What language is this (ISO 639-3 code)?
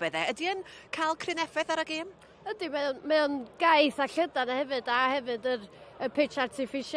cym